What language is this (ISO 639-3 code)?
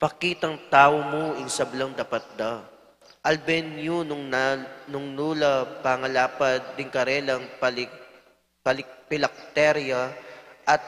pam